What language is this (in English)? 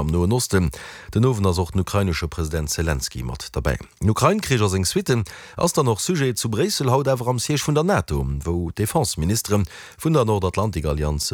Luxembourgish